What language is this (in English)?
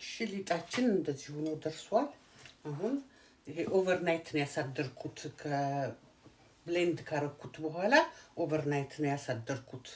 Amharic